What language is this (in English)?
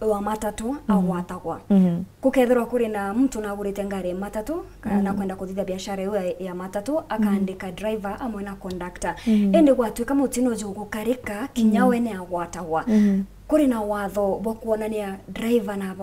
Meru